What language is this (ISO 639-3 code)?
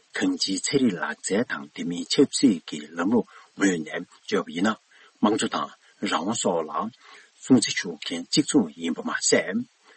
bod